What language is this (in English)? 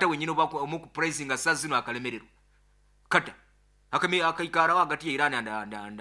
Nyoro